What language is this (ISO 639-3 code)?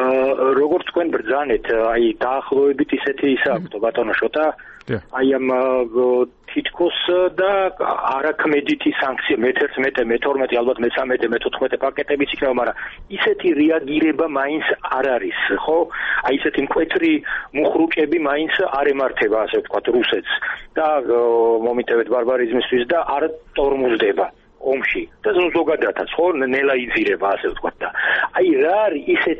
kat